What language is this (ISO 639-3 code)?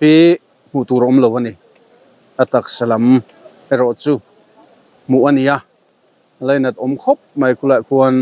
lus